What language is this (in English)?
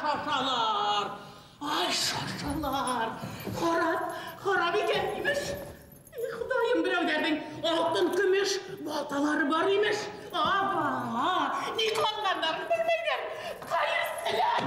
Bashkir